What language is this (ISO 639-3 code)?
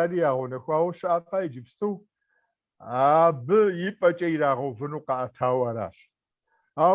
kbd